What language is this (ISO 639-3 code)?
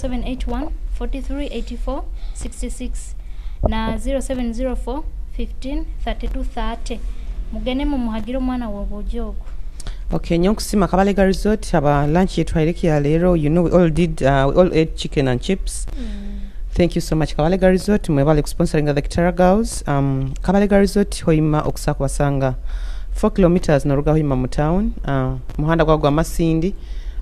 nyo